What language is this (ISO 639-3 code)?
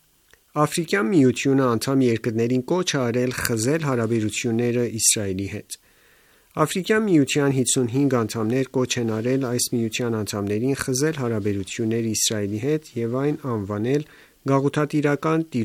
hye